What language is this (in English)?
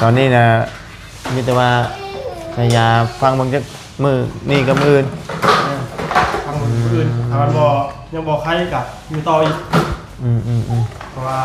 Lao